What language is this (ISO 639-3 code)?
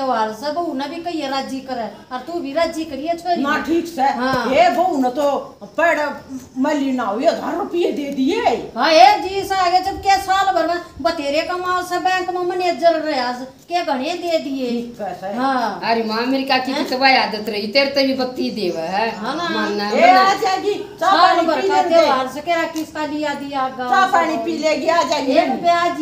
bgc